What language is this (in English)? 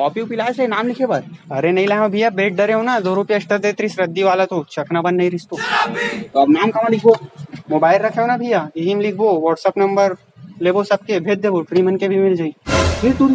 Chhattisgarhi